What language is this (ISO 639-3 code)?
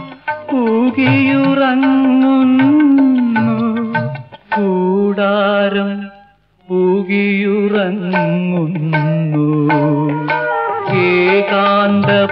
mal